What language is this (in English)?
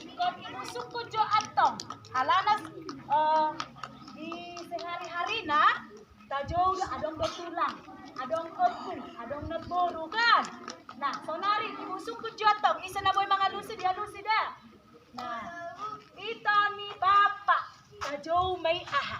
Batak Toba